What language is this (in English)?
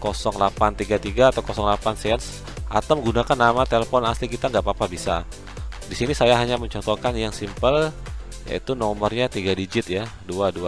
Indonesian